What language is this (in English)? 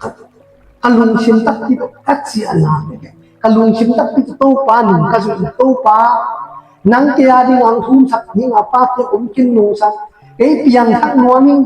Tedim Chin